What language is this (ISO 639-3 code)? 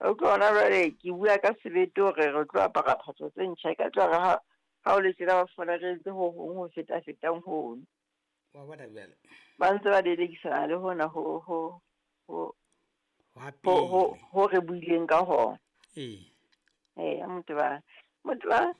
sot